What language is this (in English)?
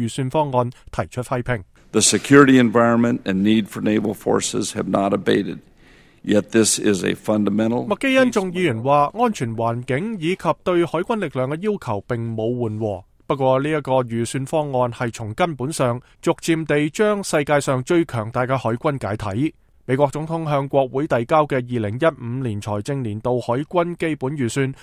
Cantonese